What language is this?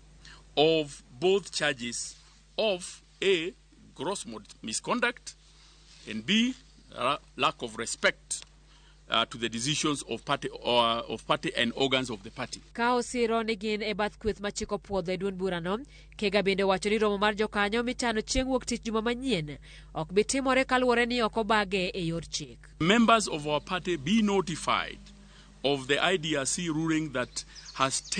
Luo (Kenya and Tanzania)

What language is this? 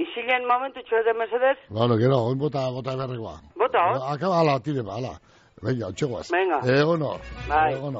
Basque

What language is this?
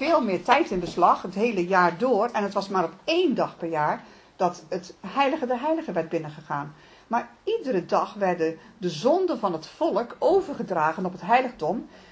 Dutch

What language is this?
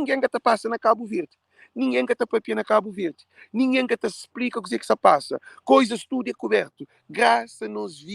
Kabuverdianu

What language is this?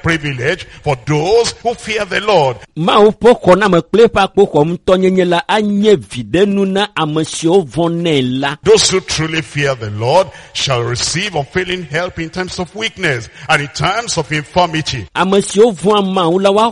Ewe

